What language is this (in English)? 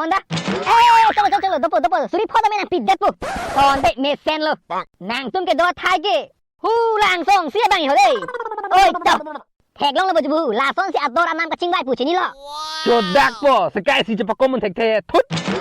Karbi